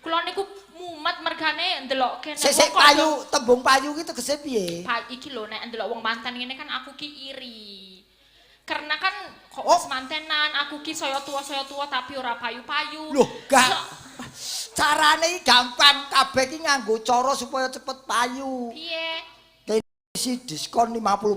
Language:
Javanese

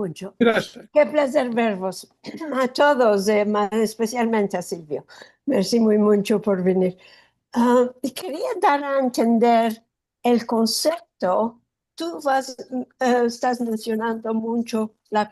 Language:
Ladino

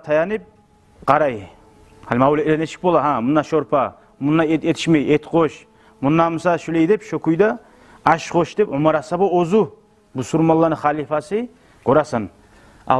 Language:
Kumyk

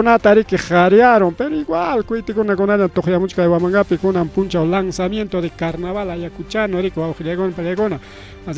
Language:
Ayacucho Quechua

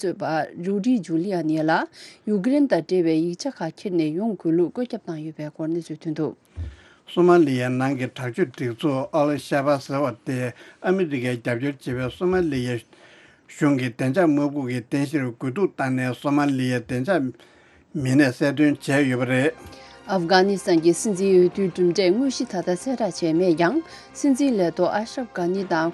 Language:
Tibetan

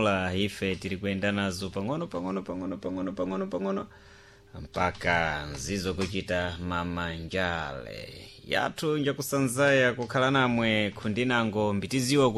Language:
Sena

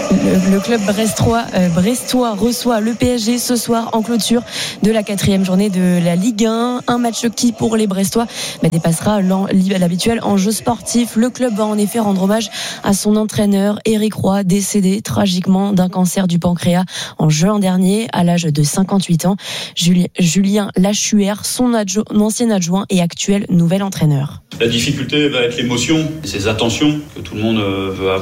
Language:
French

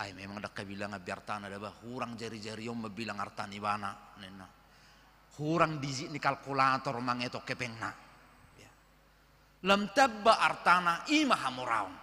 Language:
Batak Toba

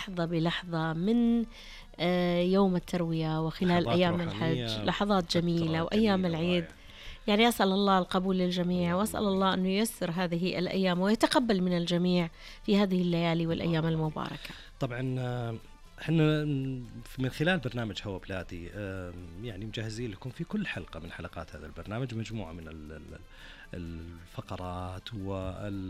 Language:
Najdi Arabic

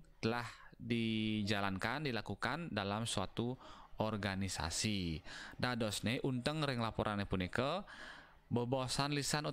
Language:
Balinese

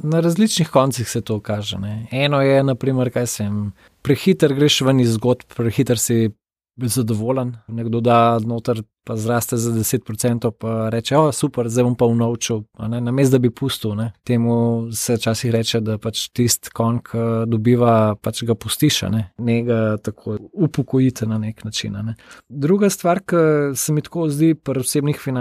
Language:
Slovenian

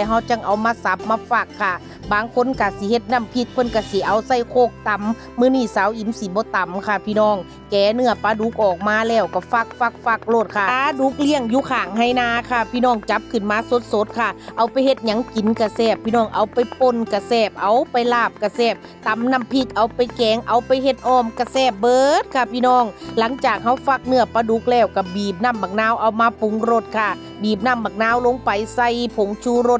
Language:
Northeastern Thai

